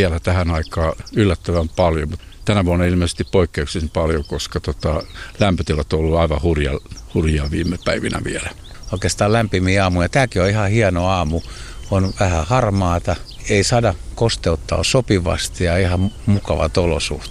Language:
Finnish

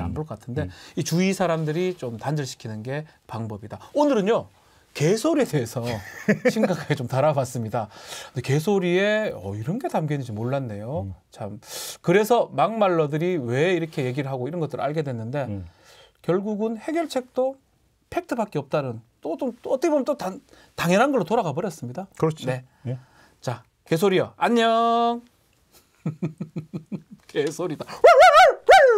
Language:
Korean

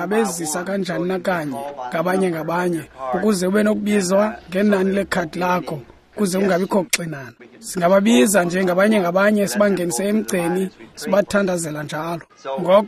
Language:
Xhosa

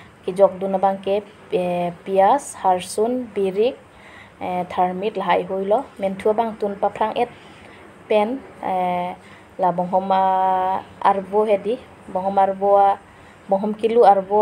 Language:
Karbi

